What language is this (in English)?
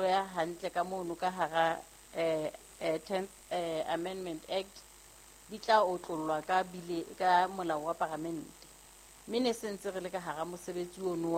Southern Sotho